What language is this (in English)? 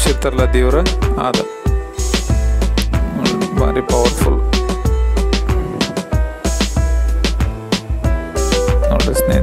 Kannada